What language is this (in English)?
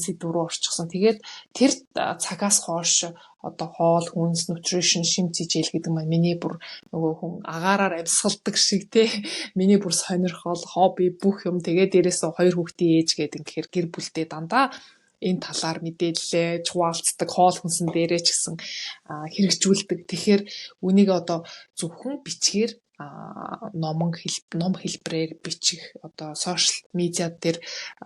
Mongolian